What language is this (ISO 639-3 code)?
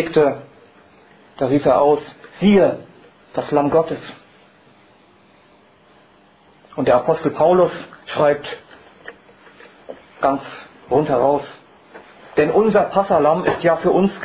deu